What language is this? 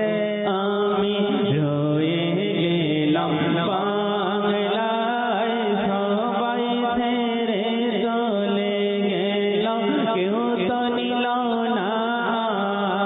Bangla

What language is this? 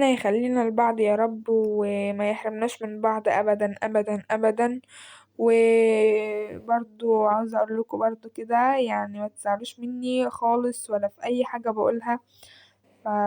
Egyptian Arabic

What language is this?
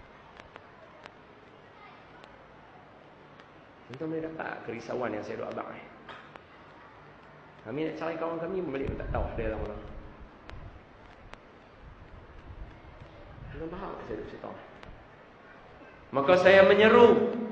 Malay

